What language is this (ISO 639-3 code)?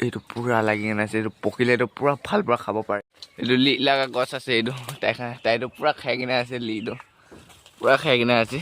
nag